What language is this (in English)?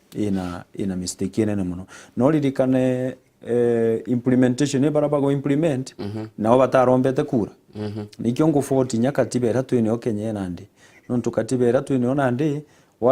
Meru